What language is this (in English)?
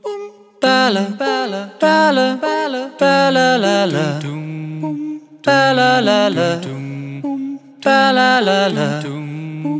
Afrikaans